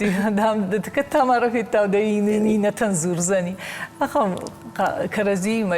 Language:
Ossetic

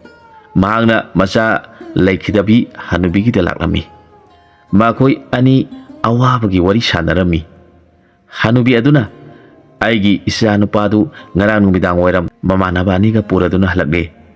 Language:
Manipuri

